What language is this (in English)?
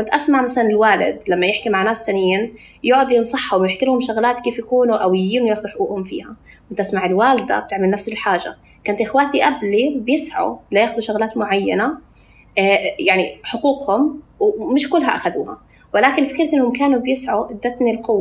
North Levantine Arabic